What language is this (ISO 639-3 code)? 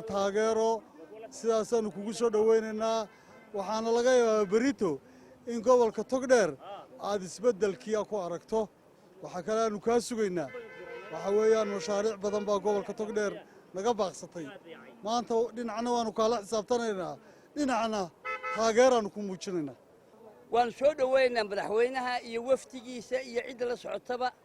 som